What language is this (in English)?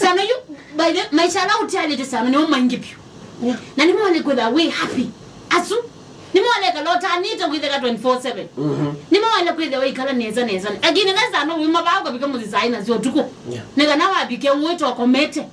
Kamba